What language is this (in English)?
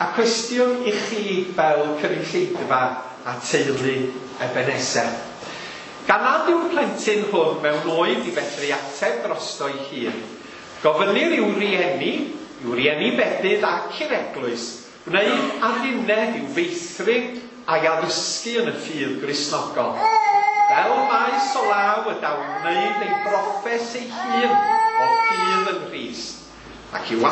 Welsh